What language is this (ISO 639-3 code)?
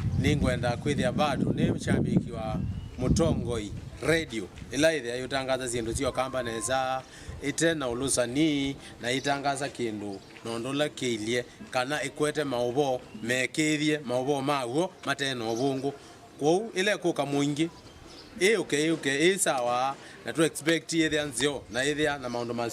kam